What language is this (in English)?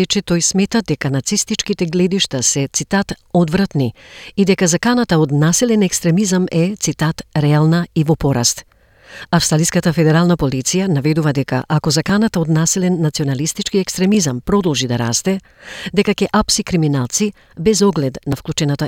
Macedonian